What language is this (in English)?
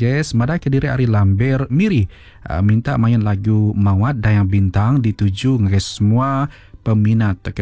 Iban